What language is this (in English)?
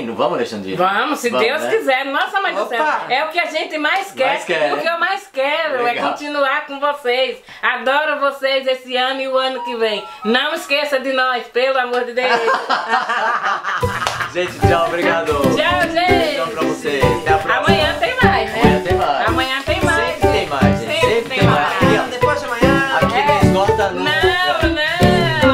Portuguese